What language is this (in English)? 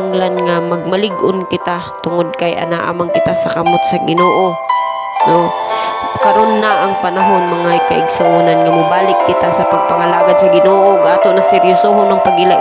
Cebuano